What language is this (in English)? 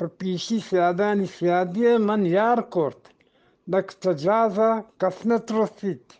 Eastern Balochi